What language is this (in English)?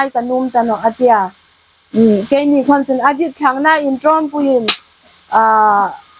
Hmar